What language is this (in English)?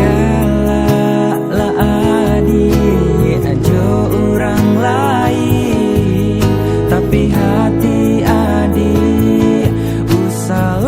Minangkabau